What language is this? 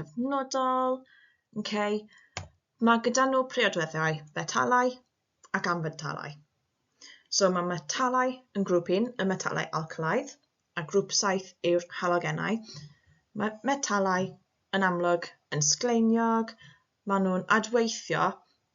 Welsh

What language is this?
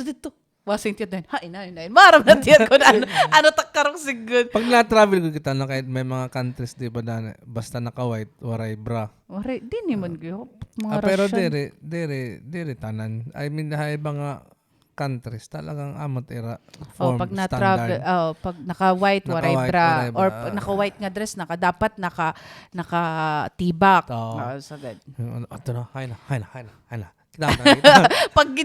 Waray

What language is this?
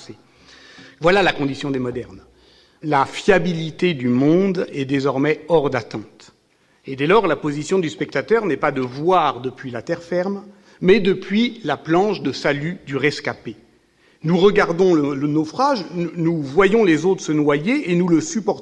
French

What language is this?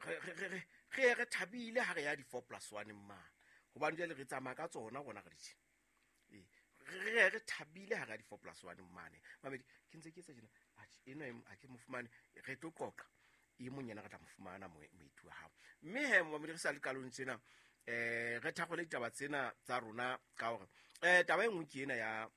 Southern Sotho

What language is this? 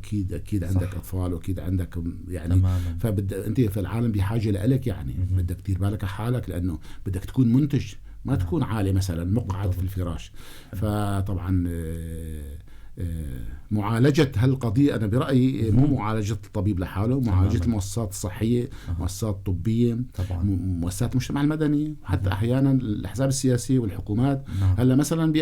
North Levantine Arabic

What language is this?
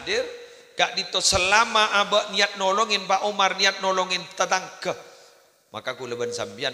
Madurese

